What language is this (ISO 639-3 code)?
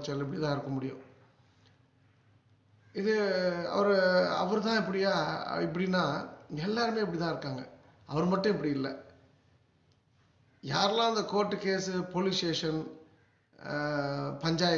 tam